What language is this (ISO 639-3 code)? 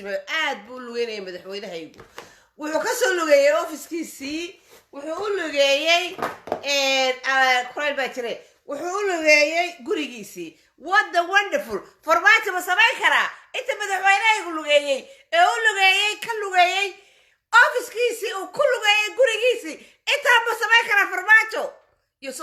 som